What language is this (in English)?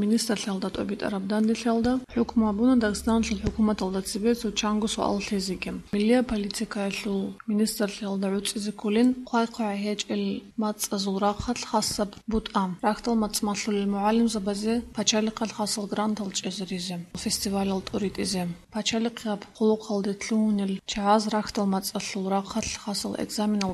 Avaric